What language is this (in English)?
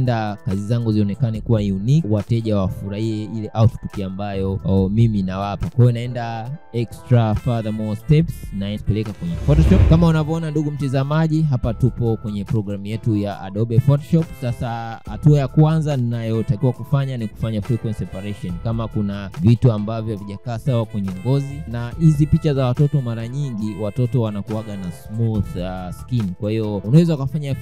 Swahili